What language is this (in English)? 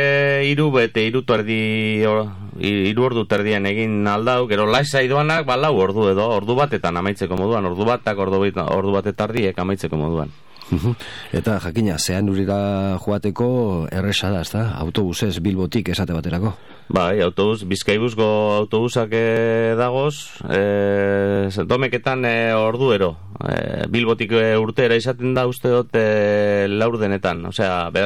Basque